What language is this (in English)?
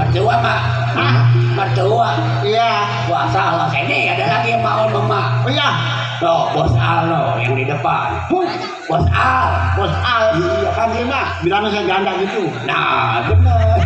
Betawi